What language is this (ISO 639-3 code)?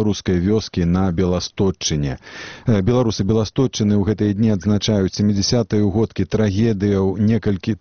bel